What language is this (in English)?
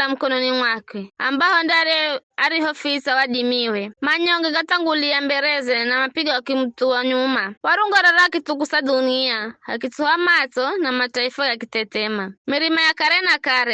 Giryama